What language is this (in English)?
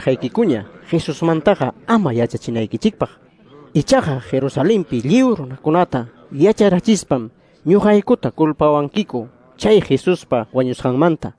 Ayacucho Quechua